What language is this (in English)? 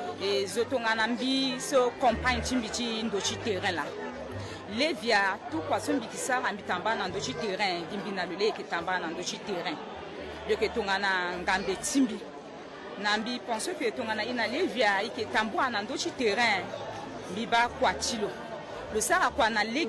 Sango